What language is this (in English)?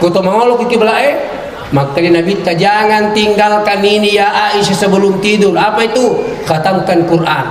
Buginese